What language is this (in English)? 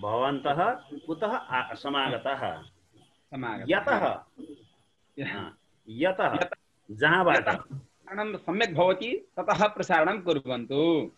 Sanskrit